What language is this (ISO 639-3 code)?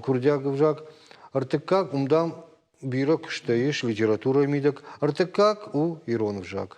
oss